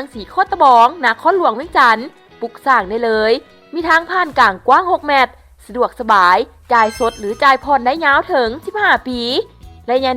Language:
Lao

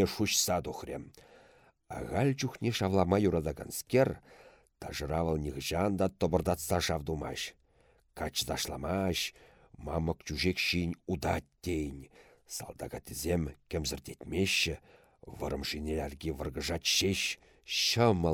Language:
Chuvash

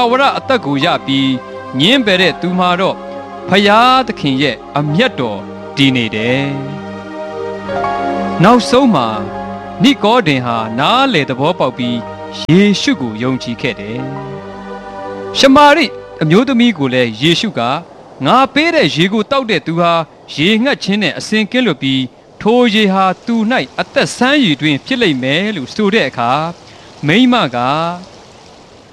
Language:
Burmese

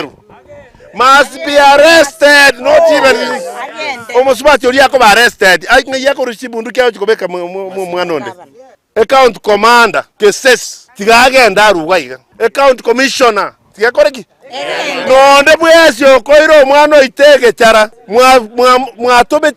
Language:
Gusii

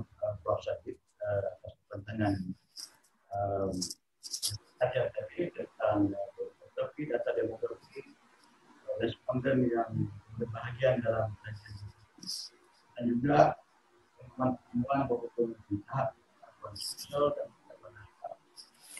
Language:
Malay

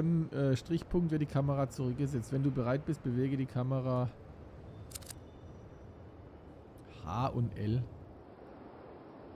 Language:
German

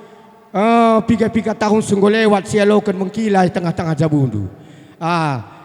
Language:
Batak Karo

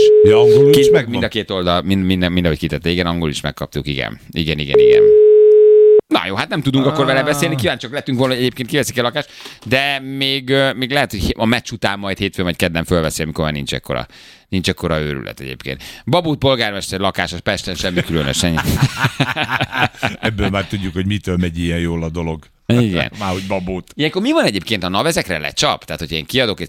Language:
Hungarian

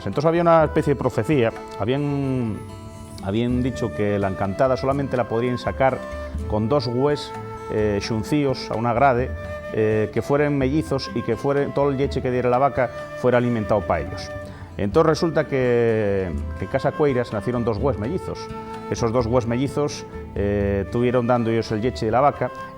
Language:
Asturian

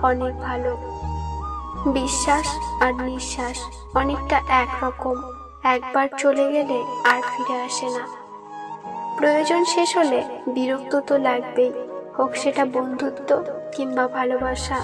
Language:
Bangla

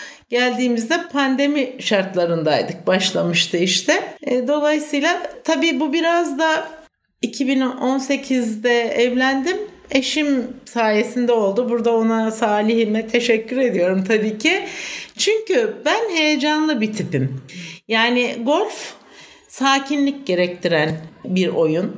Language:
Turkish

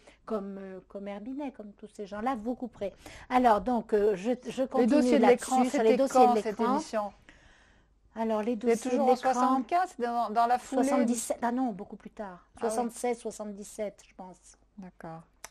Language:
French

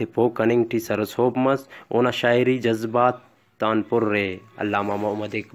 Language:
Brahui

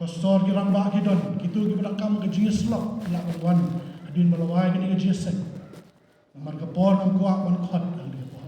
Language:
Khasi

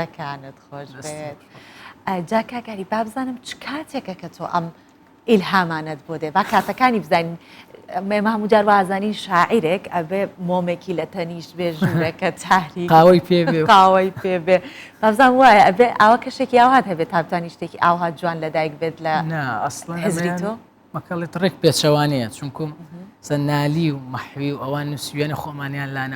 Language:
Central Kurdish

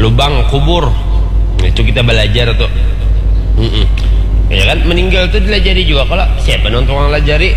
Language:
Banjar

